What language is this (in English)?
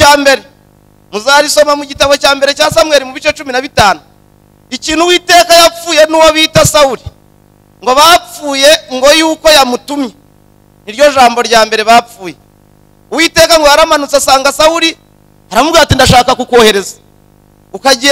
Kinyarwanda